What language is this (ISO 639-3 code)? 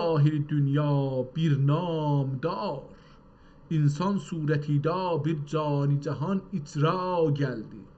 azb